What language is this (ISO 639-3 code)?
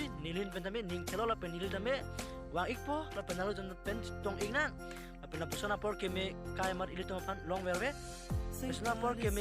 mjw